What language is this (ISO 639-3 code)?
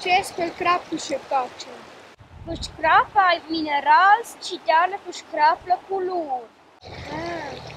roh